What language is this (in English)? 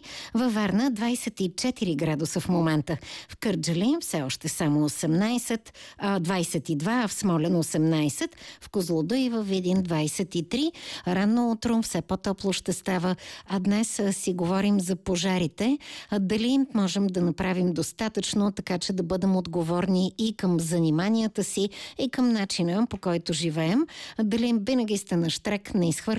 Bulgarian